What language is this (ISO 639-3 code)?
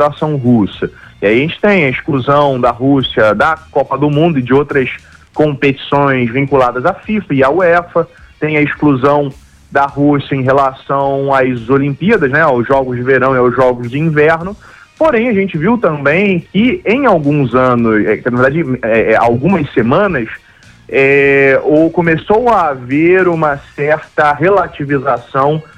por